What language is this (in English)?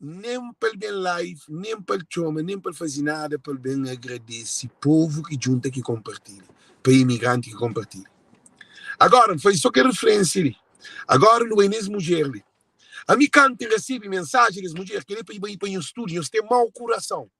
Kabuverdianu